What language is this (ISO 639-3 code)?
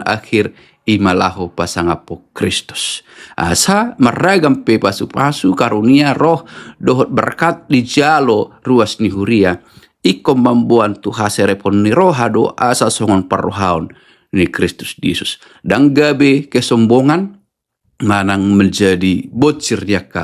bbc